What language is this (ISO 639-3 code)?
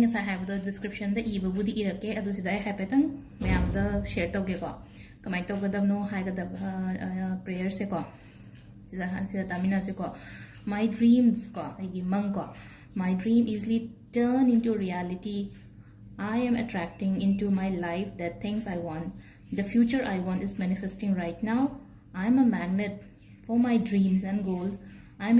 mni